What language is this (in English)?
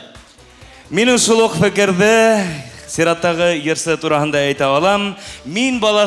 Bashkir